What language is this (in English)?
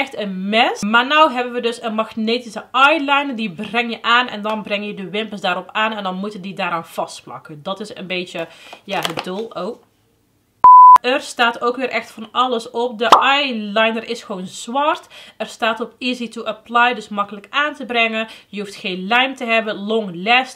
Dutch